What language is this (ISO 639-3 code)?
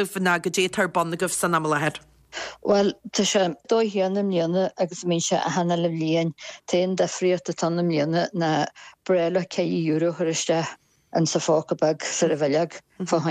gle